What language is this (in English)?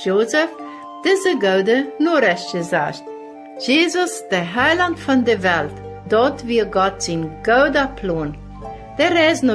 Plautdietsch